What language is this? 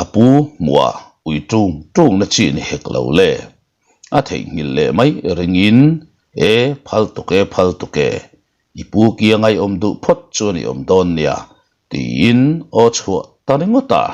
Mizo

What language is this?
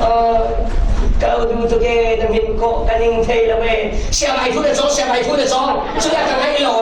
Falam Chin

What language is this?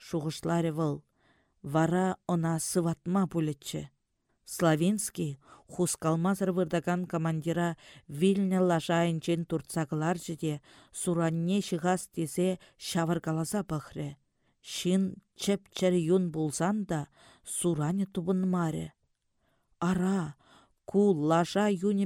Chuvash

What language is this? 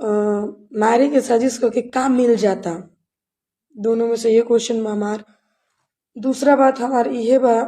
Bhojpuri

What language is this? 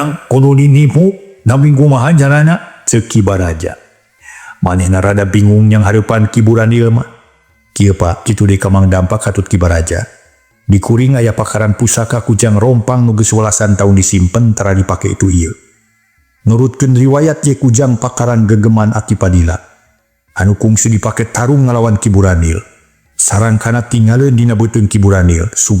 Sundanese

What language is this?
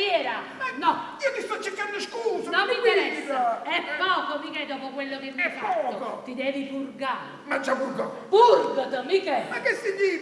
Neapolitan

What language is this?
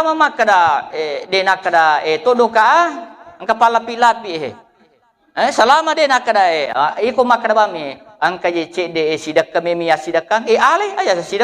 Buginese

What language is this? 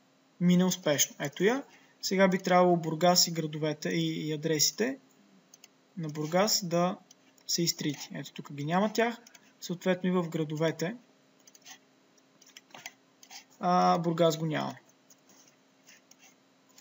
Bulgarian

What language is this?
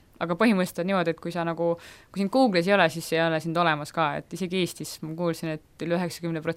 Estonian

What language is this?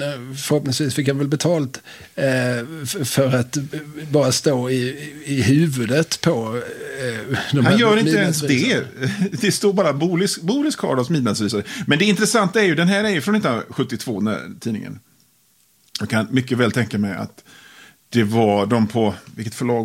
Swedish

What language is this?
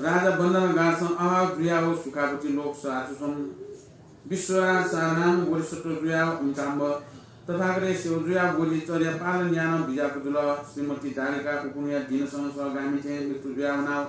Newari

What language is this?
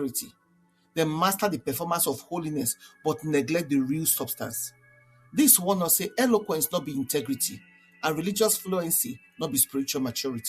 Nigerian Pidgin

